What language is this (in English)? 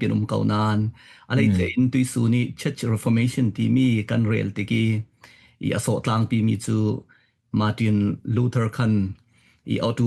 Falam Chin